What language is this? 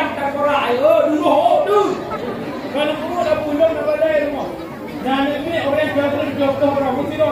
Achinese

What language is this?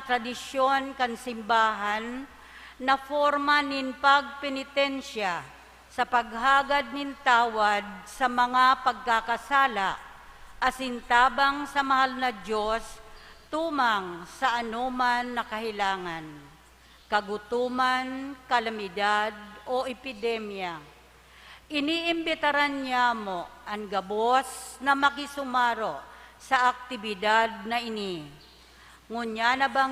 Bikol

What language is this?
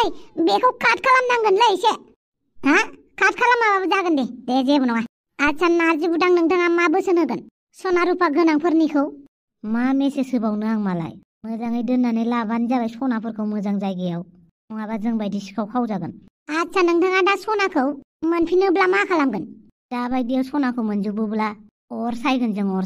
Bodo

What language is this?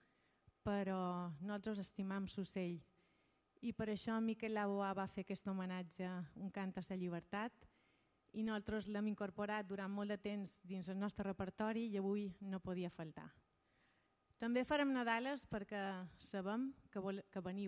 Catalan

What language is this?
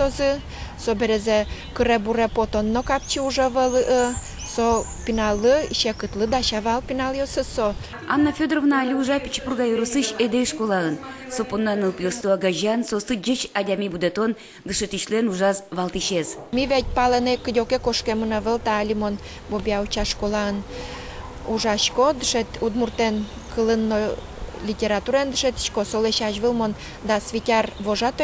Udmurt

